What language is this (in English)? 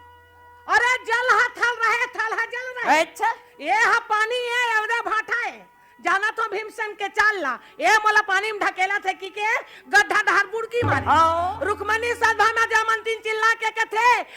Chhattisgarhi